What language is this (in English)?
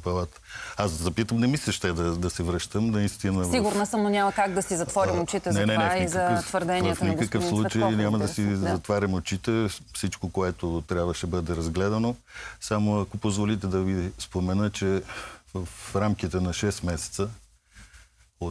Bulgarian